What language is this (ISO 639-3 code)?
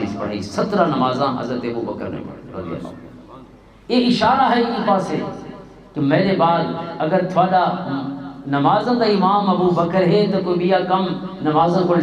lah